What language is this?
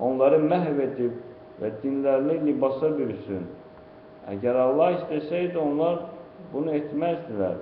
Azerbaijani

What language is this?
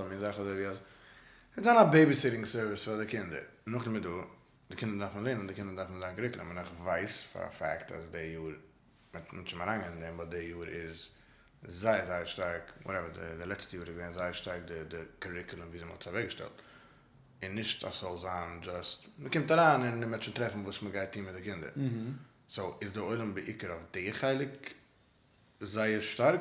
Yiddish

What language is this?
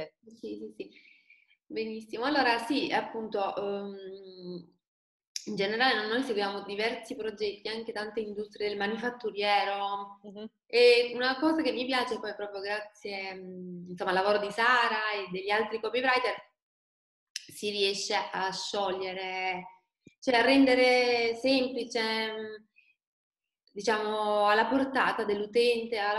Italian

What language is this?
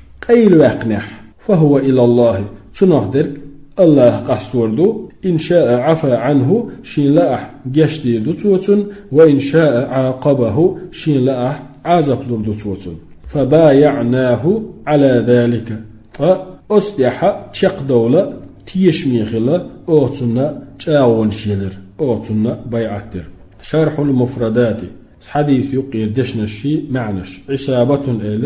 Chechen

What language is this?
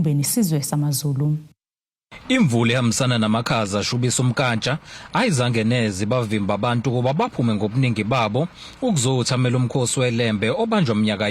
Zulu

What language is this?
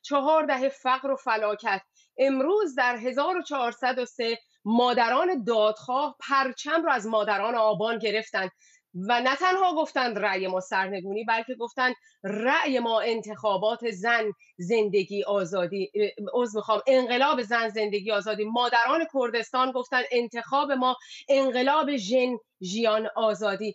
Persian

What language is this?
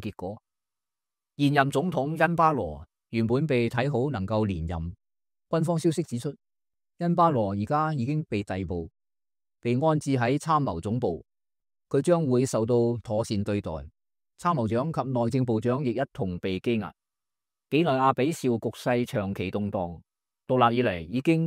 Cantonese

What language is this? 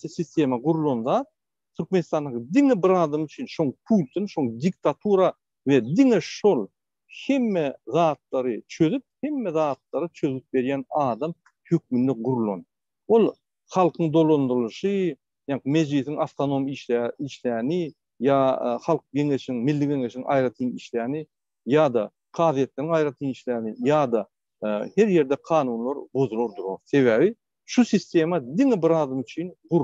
Turkmen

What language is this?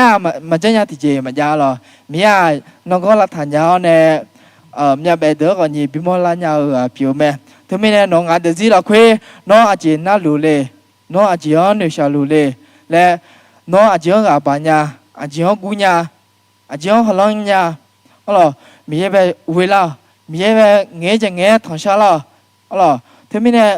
Akha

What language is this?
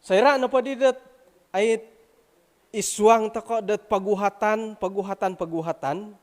Central Dusun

